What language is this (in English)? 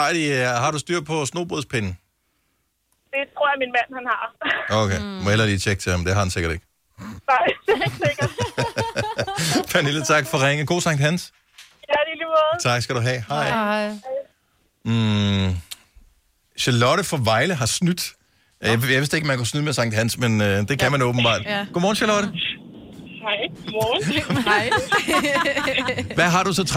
Danish